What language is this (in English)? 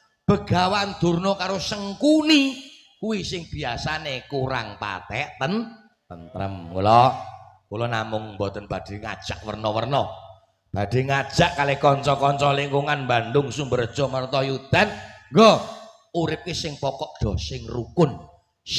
Javanese